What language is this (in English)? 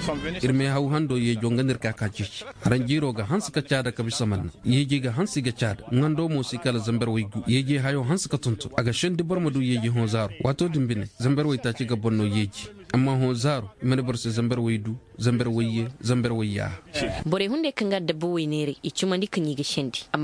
Koyraboro Senni